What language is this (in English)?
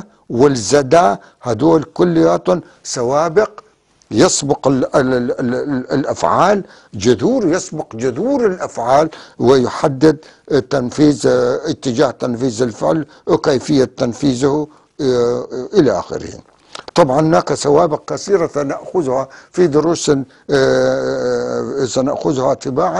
North Levantine Arabic